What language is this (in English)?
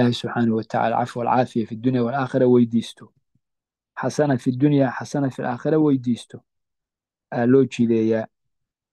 Somali